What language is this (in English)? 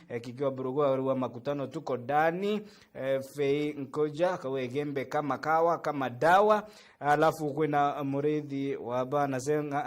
Meru